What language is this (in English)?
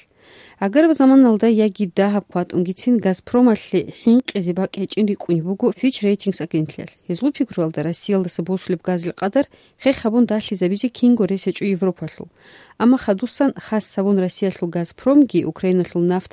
Avaric